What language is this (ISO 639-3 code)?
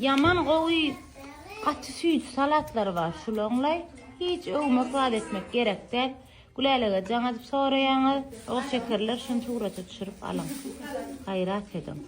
tuk